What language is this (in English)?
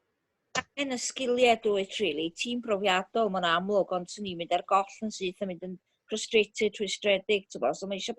Welsh